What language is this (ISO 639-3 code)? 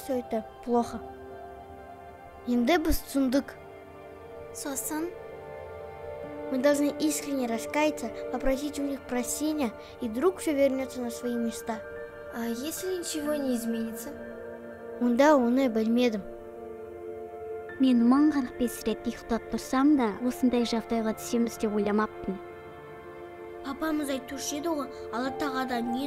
kaz